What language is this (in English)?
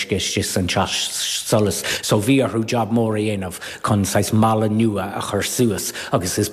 Irish